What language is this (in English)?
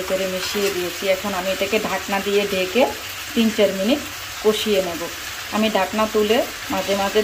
Bangla